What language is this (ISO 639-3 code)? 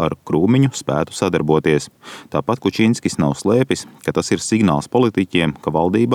lav